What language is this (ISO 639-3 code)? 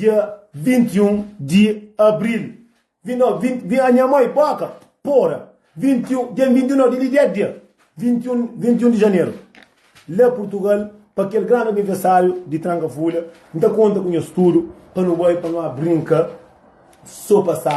kea